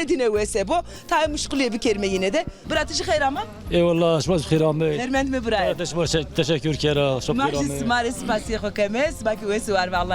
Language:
Zaza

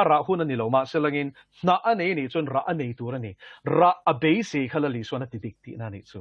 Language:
Mizo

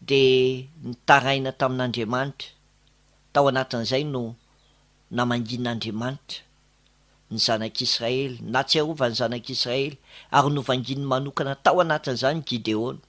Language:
Malagasy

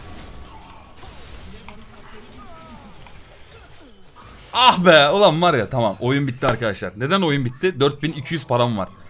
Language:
Turkish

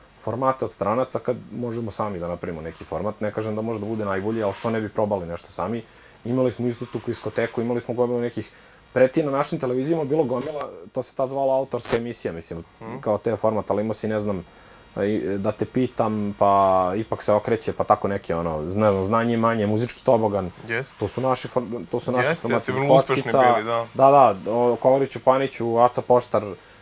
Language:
Serbian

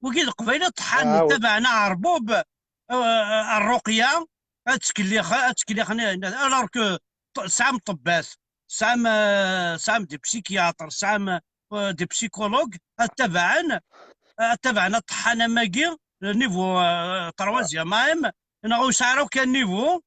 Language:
Kabyle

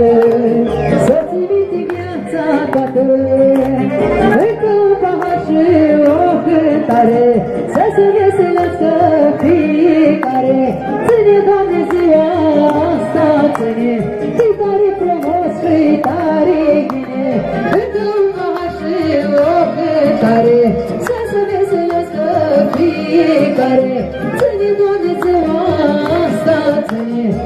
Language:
Romanian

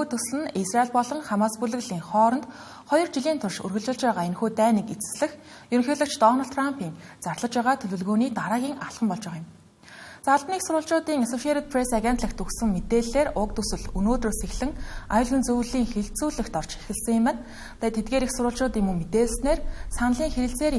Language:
Mongolian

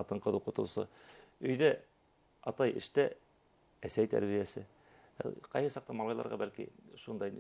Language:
Bashkir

